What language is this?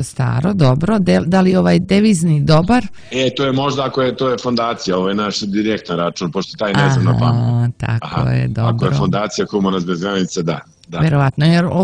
Serbian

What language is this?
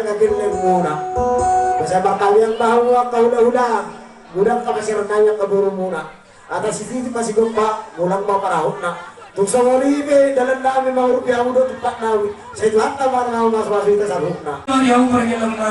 Batak Toba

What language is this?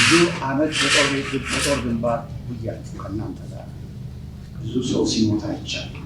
Amharic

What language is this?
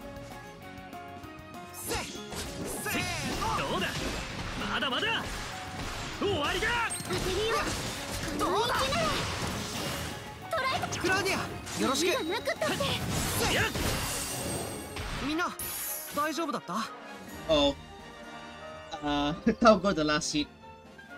Japanese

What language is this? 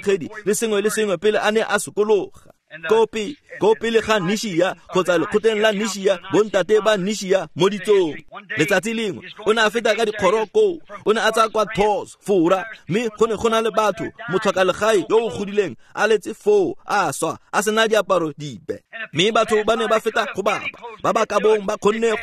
Tswana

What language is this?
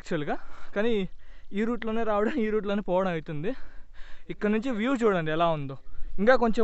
Telugu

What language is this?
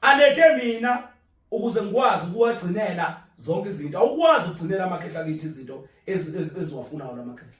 Zulu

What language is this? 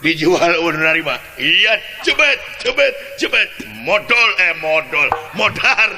Sundanese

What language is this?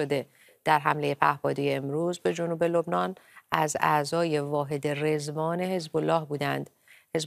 Persian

